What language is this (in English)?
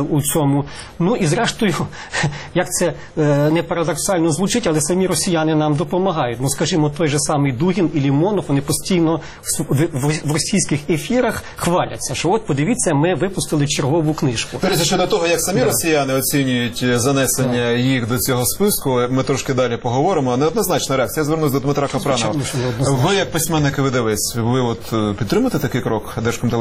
Ukrainian